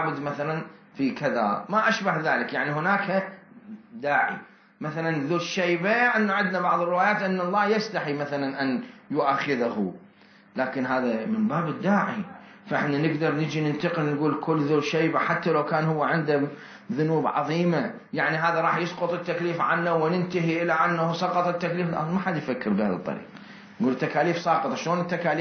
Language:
Mesopotamian Arabic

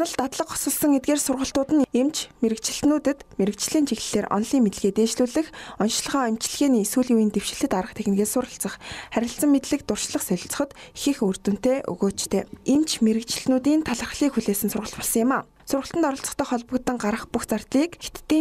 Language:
Mongolian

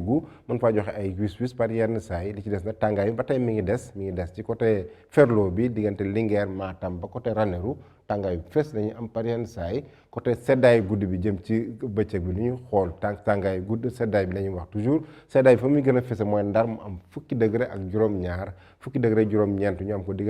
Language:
Wolof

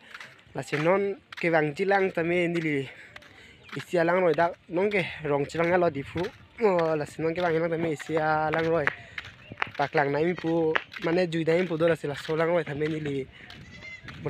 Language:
Karbi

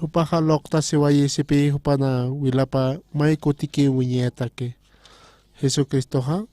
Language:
Aymara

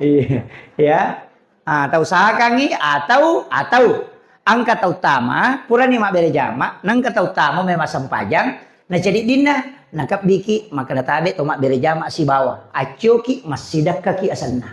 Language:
Buginese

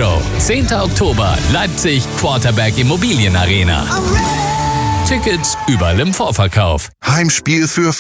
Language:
German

